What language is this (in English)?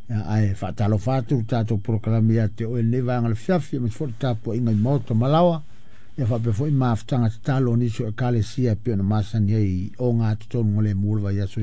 Samoan